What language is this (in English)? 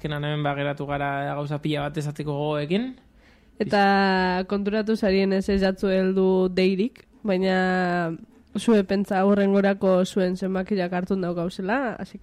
Basque